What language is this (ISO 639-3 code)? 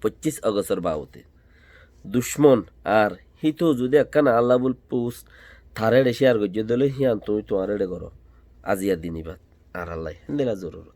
rhg